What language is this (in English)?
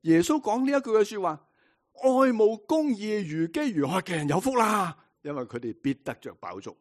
Cantonese